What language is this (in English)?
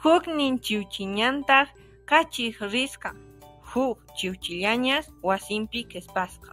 Quechua